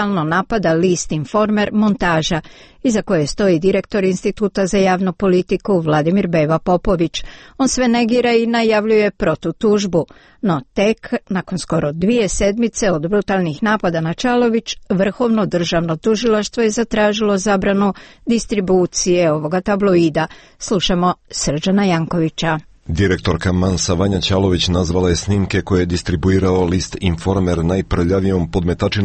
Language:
Croatian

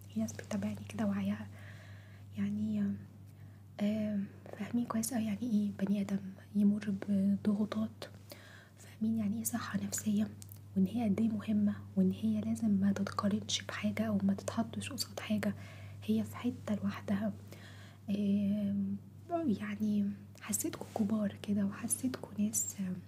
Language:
Egyptian Arabic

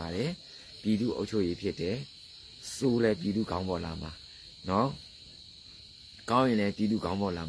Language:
Burmese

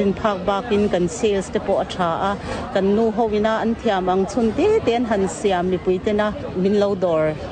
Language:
Mizo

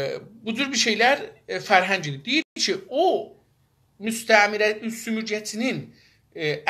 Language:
South Azerbaijani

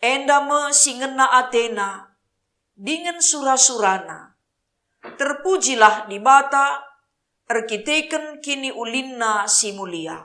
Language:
Batak Karo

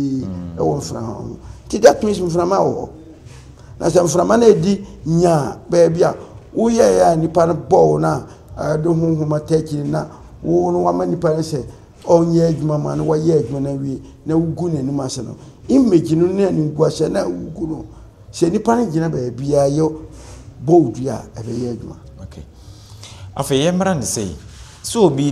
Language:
Akan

